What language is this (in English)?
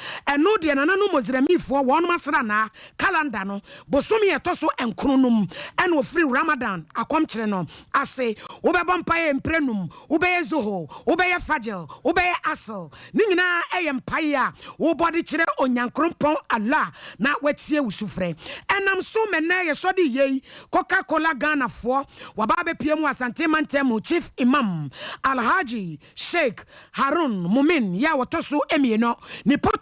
Akan